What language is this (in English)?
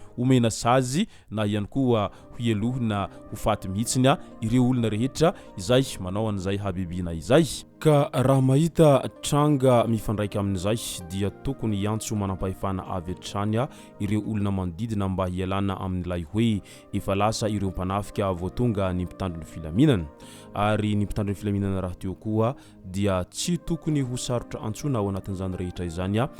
Malagasy